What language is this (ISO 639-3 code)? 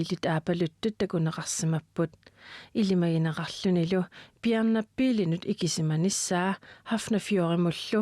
kal